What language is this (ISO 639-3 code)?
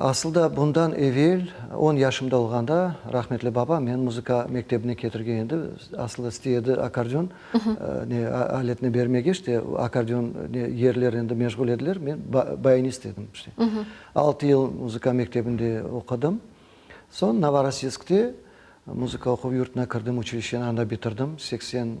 crh